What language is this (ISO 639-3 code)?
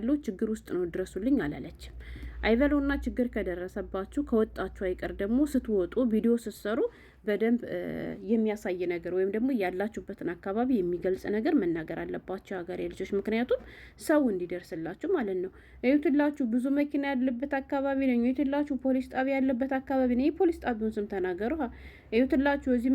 amh